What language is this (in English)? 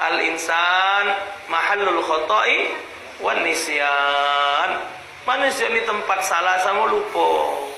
Musi